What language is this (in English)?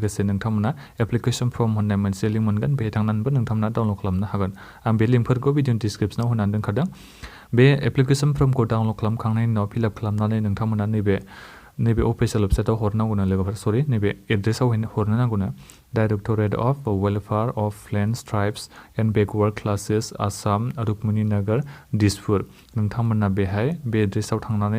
Bodo